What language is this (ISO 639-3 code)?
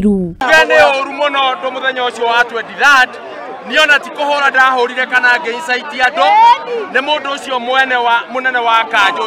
kik